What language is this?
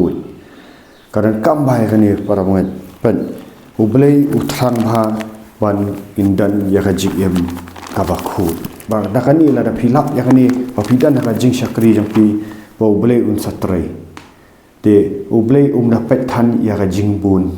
Khasi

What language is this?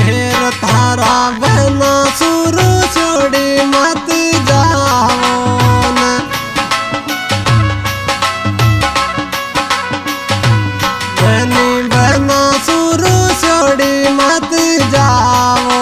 Bhojpuri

